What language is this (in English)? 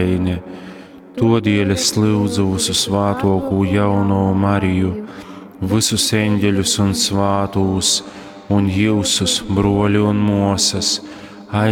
Latgalian